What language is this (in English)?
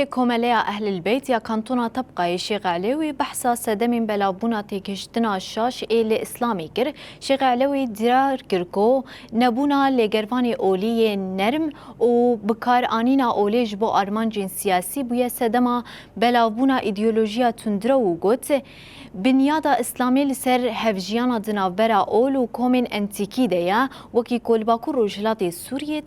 Kurdish